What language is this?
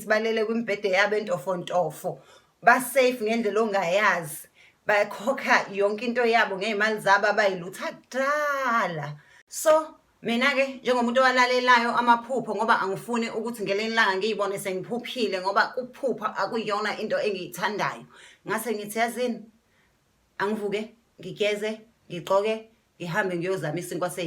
Zulu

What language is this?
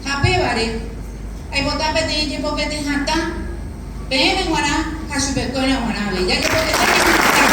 Guarani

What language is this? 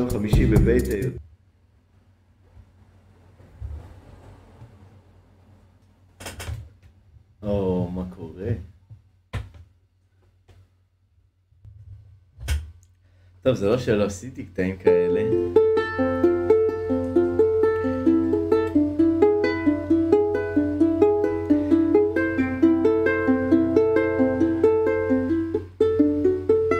Hebrew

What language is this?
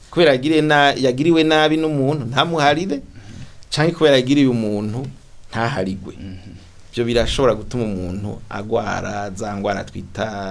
Rundi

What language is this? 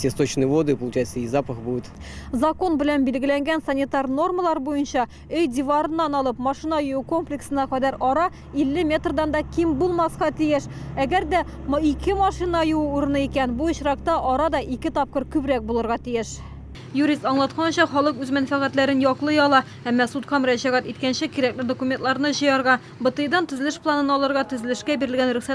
Tatar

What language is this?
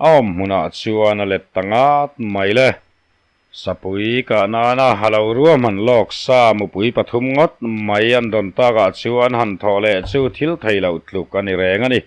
Mizo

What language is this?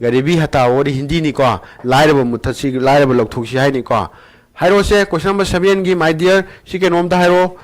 Manipuri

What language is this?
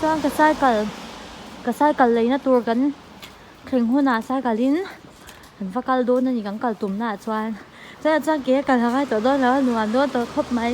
Mizo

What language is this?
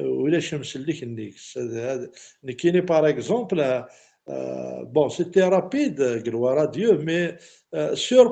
Kabyle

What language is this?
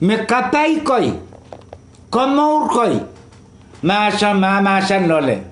Pohnpeian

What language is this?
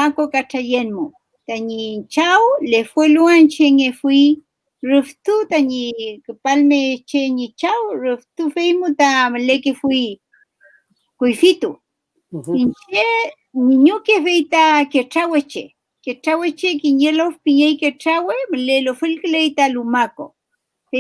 Mapuche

